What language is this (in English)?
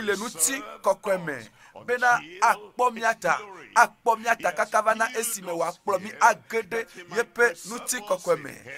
Ewe